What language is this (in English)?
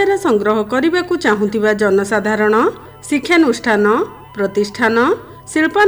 Odia